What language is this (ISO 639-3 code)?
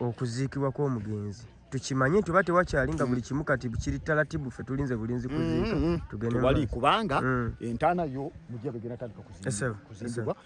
lug